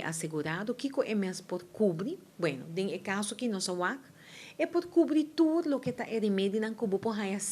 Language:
Papiamento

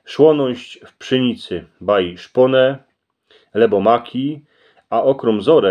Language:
Silesian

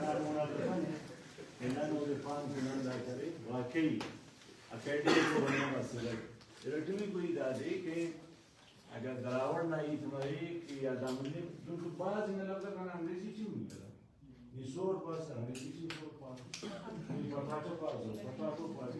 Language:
Brahui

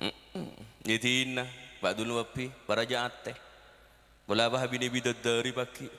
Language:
Madurese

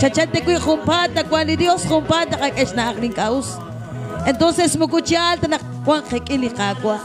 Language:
Kekchí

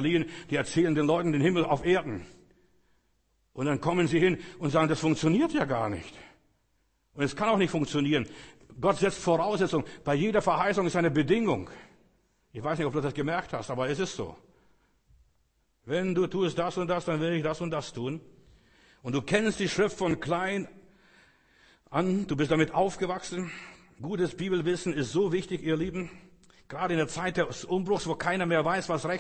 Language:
German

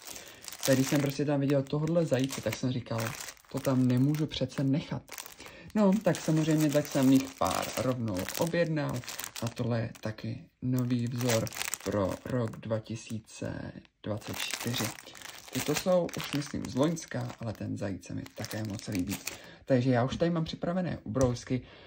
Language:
Czech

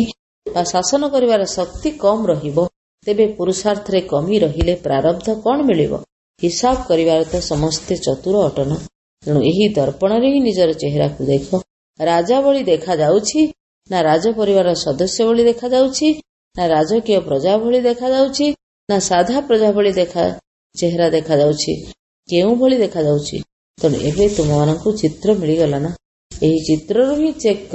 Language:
Odia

